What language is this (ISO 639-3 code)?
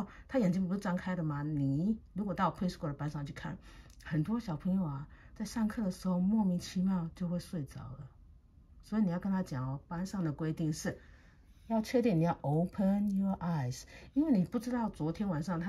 zho